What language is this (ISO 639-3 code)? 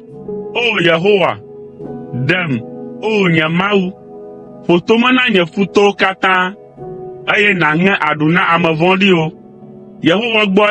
ewe